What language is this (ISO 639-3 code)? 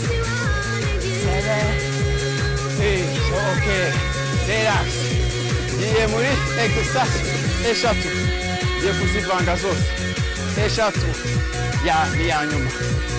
kin